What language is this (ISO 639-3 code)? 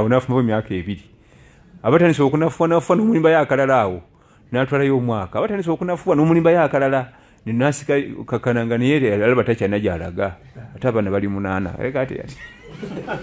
lug